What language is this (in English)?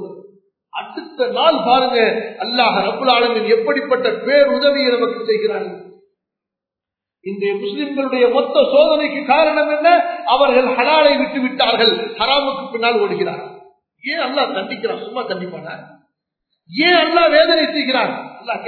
Tamil